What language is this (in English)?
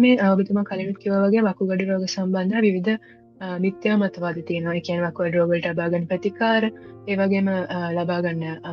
Sinhala